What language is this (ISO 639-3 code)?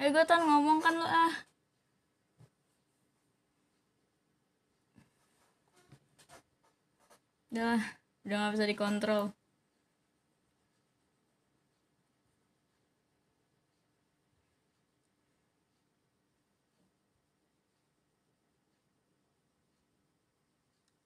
ind